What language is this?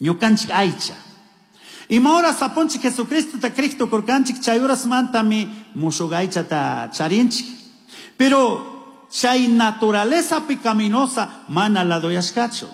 Chimborazo Highland Quichua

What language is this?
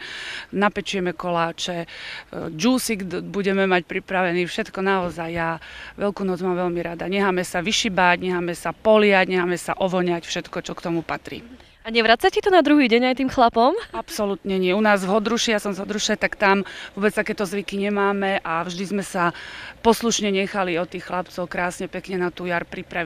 Slovak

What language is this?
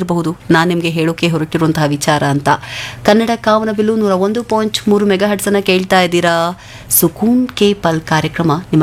Kannada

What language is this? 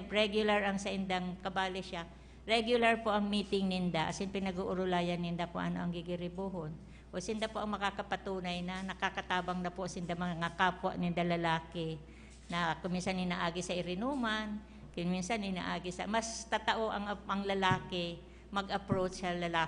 Bikol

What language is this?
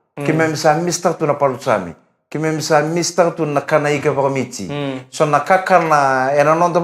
Fijian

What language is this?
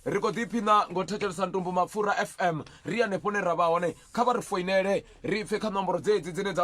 Venda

